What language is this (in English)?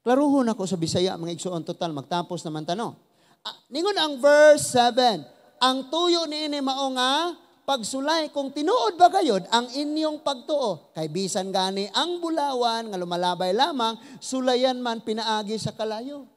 Cebuano